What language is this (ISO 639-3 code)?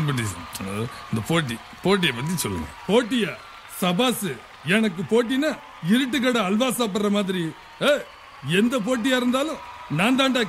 tam